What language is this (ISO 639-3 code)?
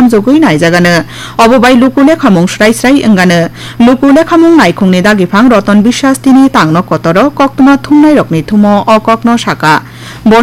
trp